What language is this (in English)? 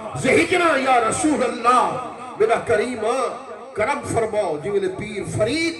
Saraiki